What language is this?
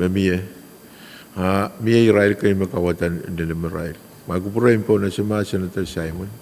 Pohnpeian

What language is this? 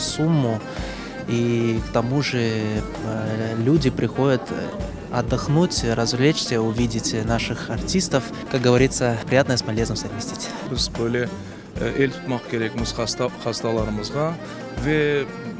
Crimean Tatar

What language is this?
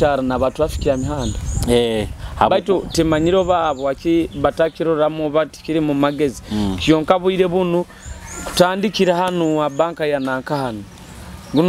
Nyoro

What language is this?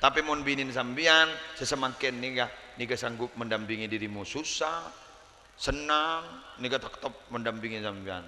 Madurese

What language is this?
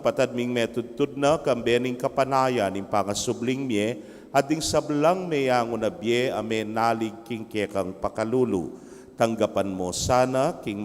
Pampanga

